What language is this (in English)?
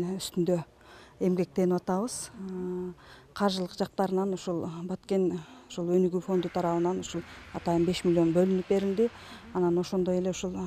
Kyrgyz